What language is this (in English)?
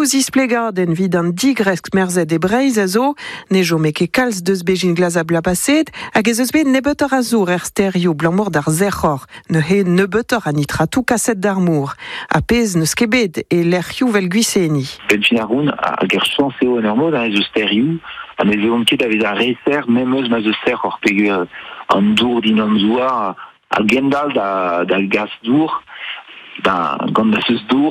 Breton